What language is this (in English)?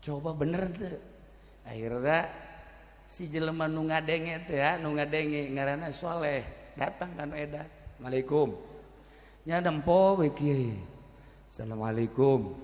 Sundanese